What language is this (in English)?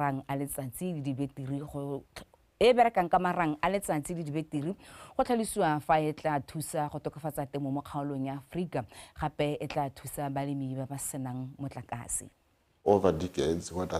Tswana